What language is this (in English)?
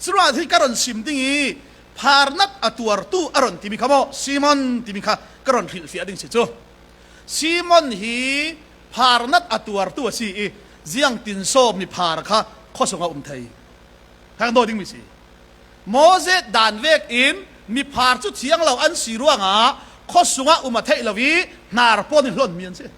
Falam Chin